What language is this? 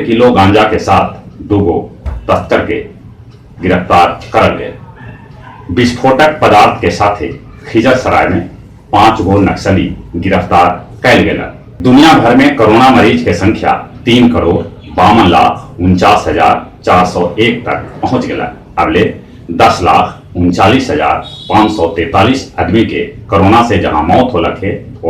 Magahi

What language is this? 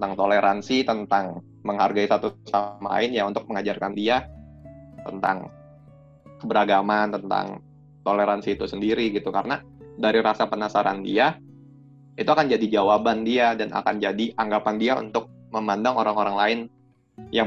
Indonesian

